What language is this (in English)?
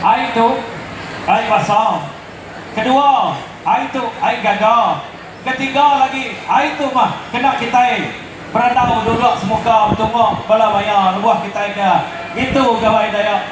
Iban